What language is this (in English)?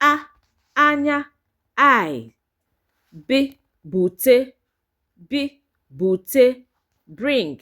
Igbo